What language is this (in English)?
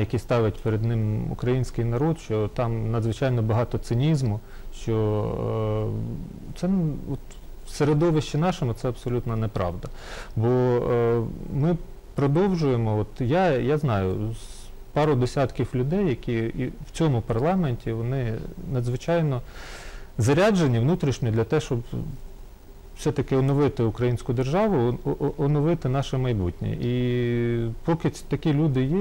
Ukrainian